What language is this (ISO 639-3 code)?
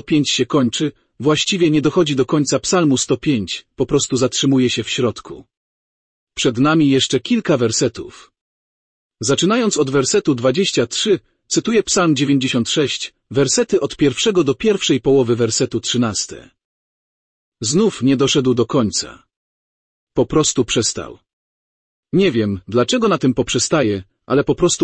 pol